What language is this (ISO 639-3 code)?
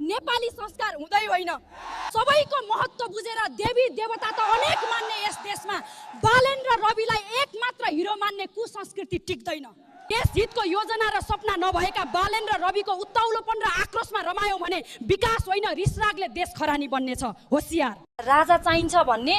nep